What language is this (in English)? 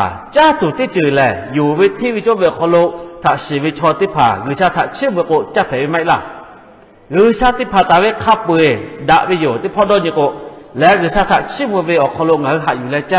Lahu